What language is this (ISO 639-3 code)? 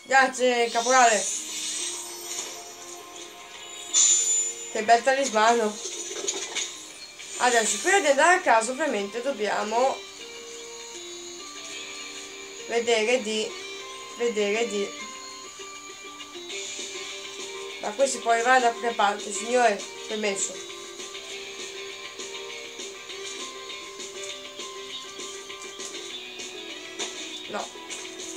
ita